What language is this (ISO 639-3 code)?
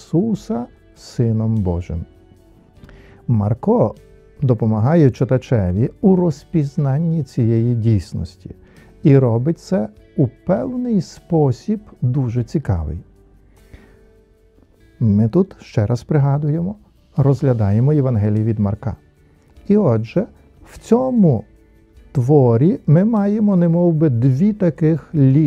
ukr